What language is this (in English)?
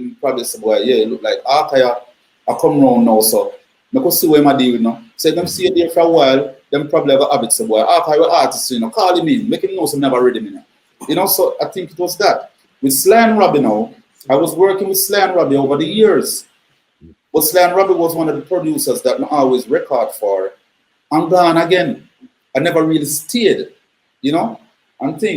Jamaican Creole English